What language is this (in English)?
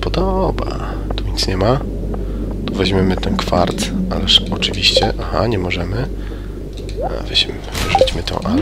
Polish